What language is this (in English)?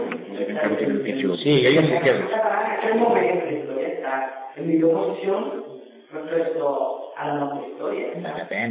Catalan